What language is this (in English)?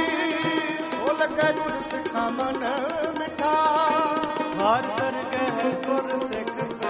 Punjabi